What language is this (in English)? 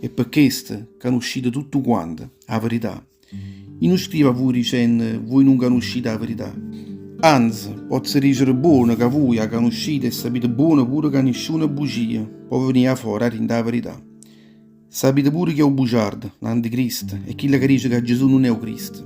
Neapolitan